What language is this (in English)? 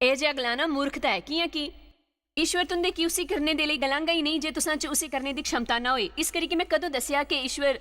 Dogri